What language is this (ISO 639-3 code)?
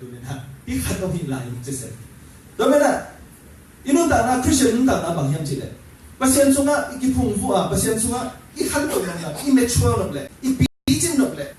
ctd